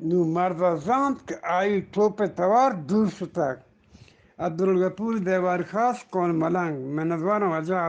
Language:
Eastern Balochi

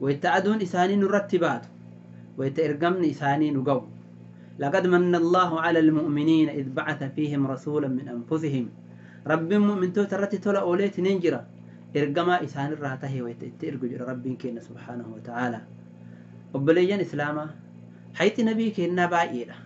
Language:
Oromo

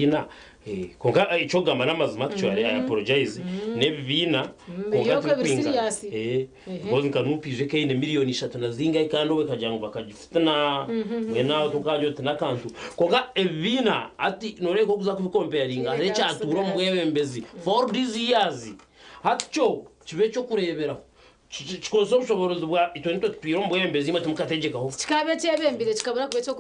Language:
Nyankole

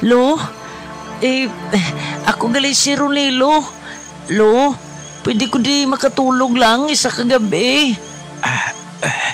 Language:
Hiligaynon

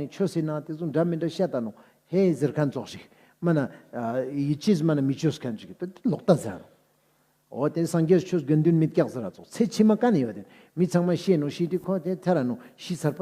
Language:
Ladakhi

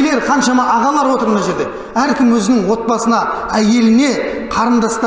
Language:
Kazakh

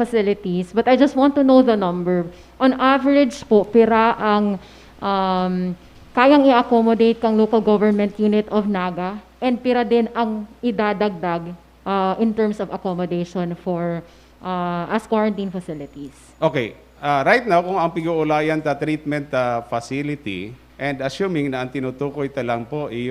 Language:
Bikol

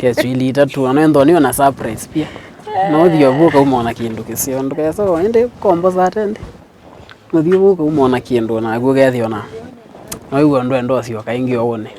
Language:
Kamba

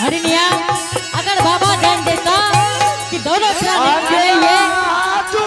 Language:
Angika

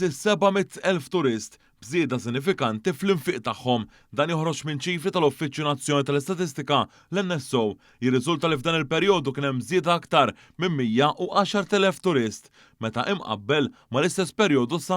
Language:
Maltese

